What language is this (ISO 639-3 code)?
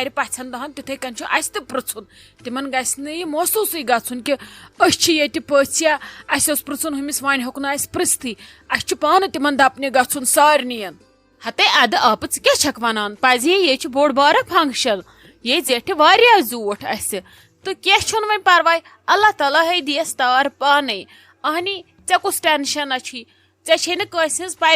kas